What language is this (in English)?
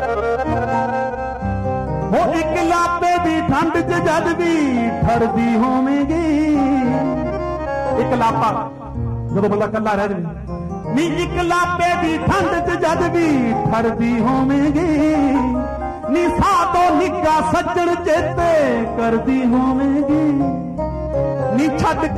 Punjabi